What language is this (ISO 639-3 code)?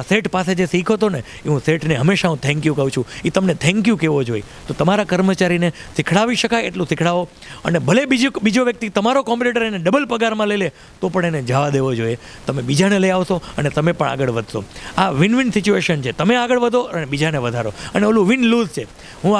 guj